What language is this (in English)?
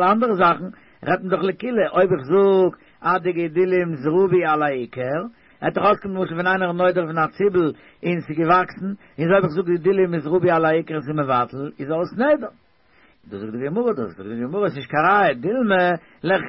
Yiddish